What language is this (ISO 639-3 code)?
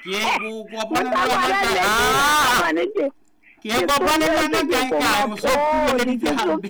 sot